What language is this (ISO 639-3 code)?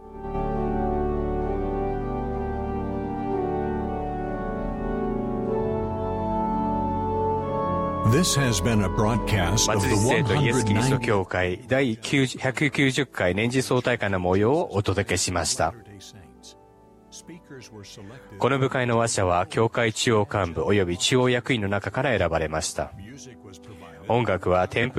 jpn